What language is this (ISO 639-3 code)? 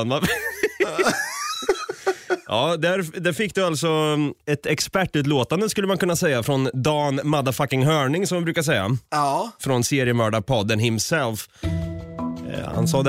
swe